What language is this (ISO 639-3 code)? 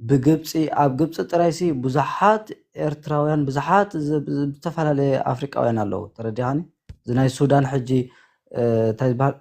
tir